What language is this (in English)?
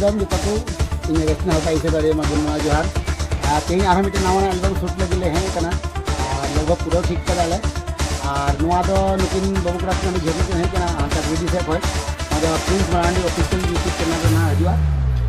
Santali